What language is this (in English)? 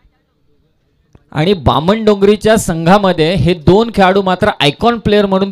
Marathi